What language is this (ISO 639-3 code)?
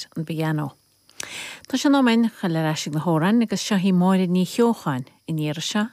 gle